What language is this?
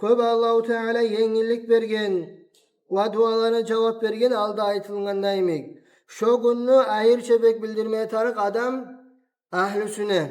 Kumyk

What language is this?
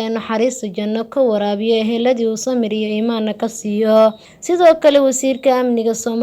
Somali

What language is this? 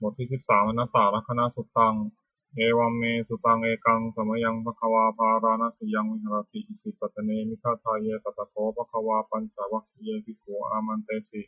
Pali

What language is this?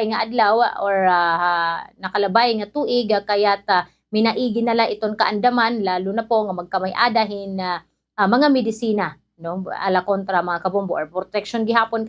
Waray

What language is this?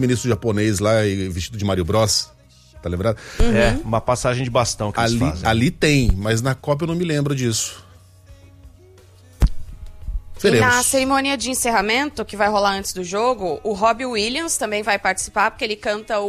Portuguese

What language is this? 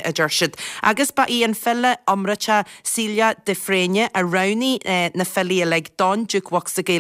Irish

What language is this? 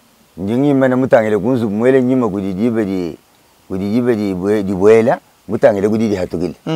Luba-Lulua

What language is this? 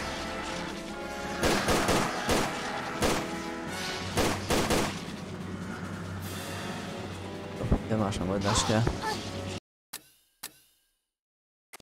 Hungarian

